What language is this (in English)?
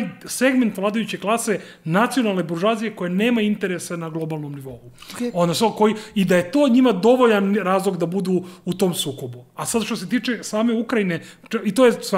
Serbian